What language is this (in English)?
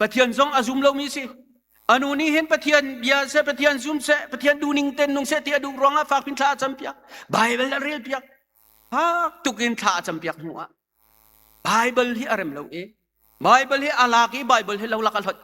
Hakha Chin